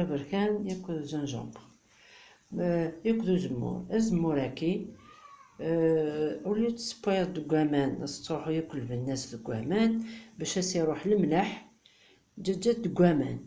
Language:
Kabyle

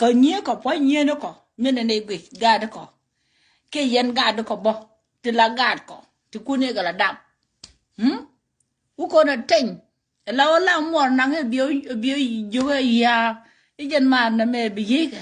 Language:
Nuer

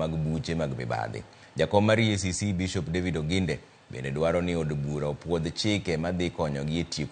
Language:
Luo (Kenya and Tanzania)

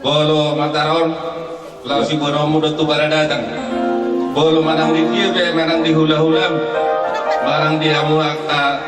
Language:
Batak Toba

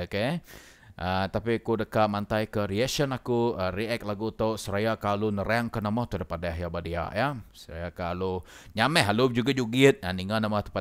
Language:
Iban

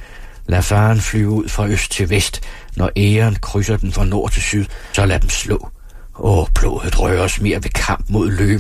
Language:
Danish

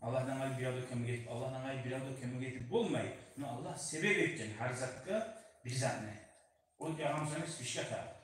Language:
Kumyk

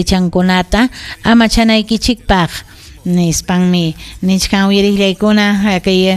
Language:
Ayacucho Quechua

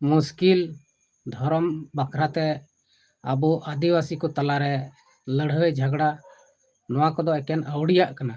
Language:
Santali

